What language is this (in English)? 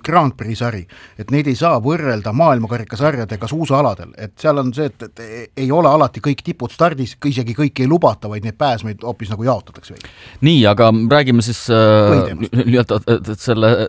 Estonian